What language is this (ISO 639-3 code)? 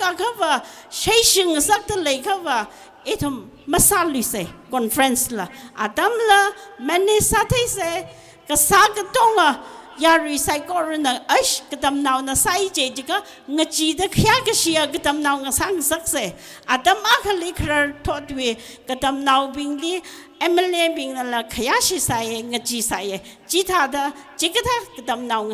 nmf